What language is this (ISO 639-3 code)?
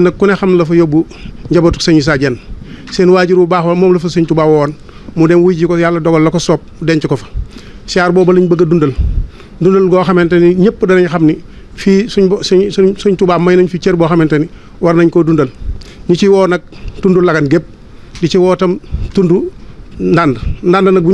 wol